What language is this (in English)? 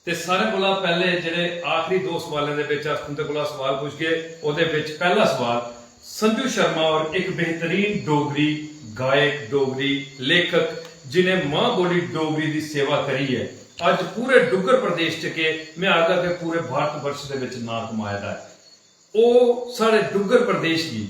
Dogri